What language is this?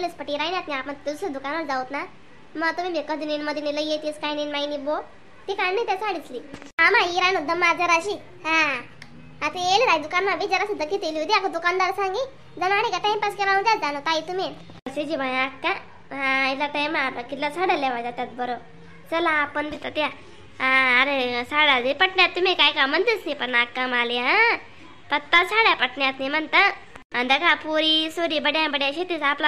Khandesi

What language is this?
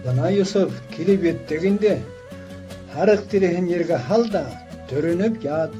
Bashkir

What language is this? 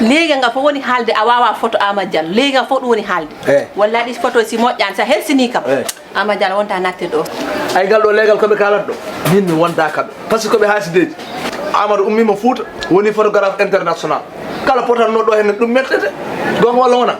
Fula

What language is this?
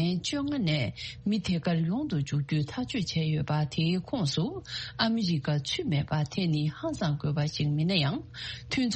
Tibetan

